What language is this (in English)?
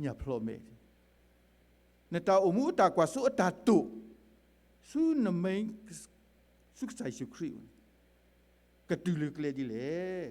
S'gaw Karen